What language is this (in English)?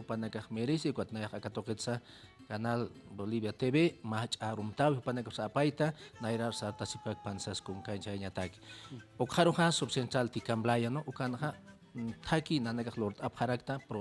Aymara